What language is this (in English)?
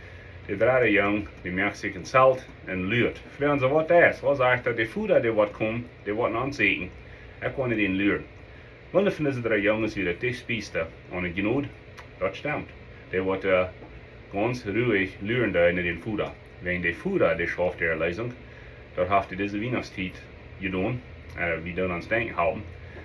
Plautdietsch